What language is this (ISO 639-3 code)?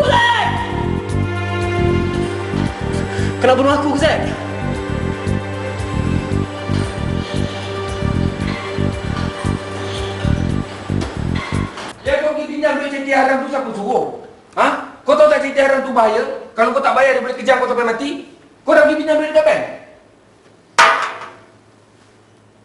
msa